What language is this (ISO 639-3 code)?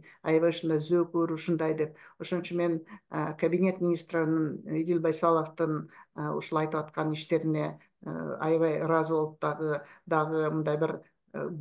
kir